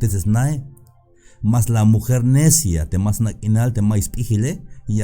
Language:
Tzeltal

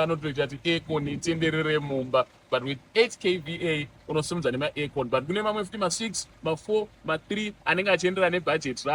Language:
Shona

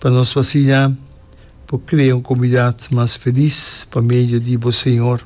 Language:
Papiamento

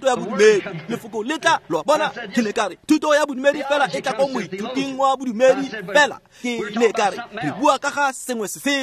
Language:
Tswana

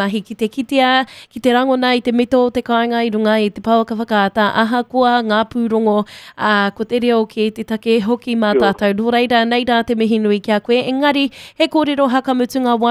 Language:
Māori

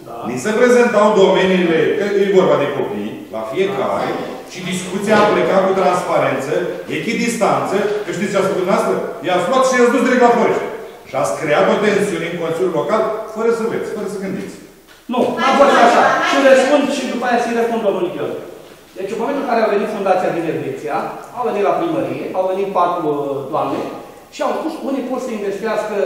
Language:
Romanian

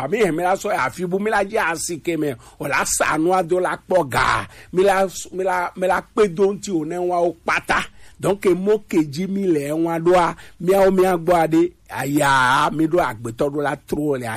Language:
Gen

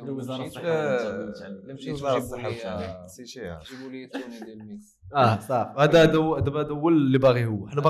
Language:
Moroccan Arabic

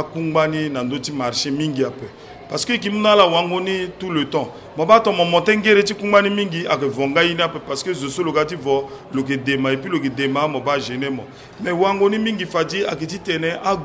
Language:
Sango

